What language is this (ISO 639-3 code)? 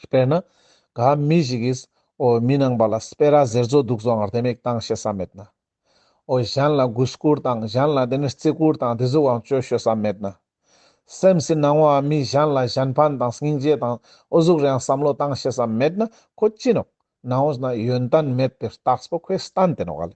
lbj